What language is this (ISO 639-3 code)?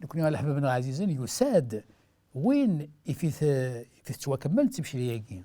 kab